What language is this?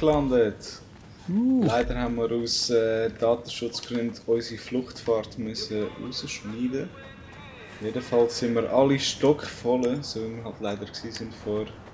Swiss German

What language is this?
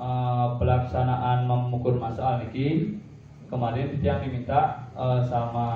Balinese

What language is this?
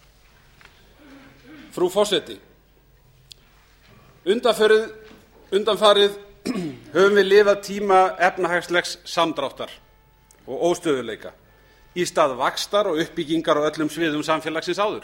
Icelandic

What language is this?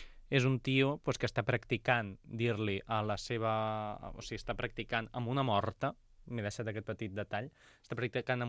Catalan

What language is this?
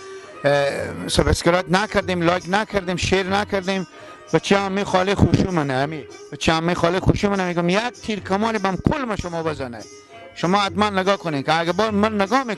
Persian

